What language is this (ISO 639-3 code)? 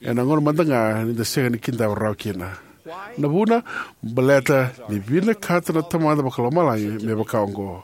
fij